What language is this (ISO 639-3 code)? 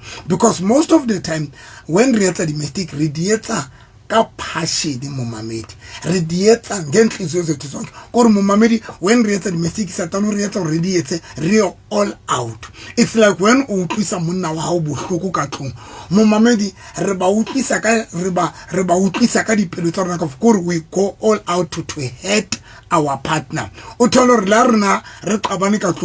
sot